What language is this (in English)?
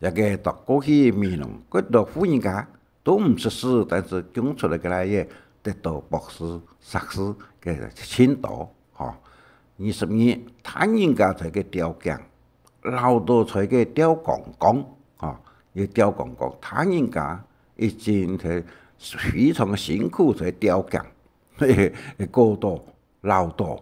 Hakka Chinese